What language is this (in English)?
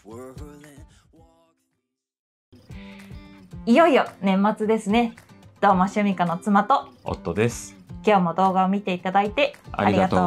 Japanese